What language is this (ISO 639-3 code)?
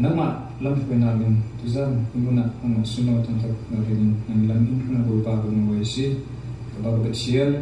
cfm